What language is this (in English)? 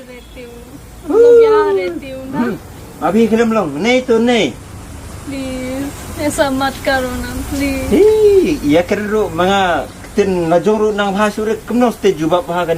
Khasi